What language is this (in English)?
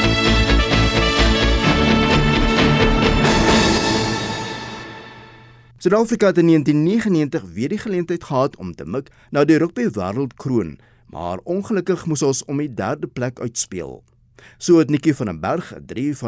Afrikaans